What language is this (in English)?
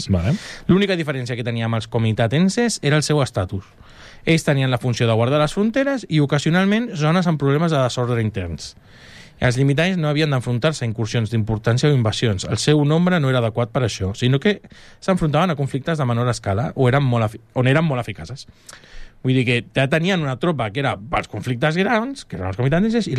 Catalan